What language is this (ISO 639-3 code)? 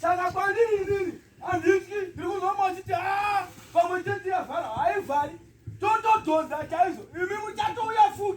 sna